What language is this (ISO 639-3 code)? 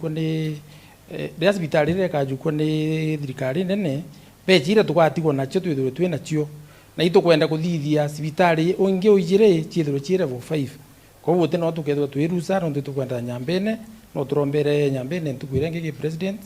mer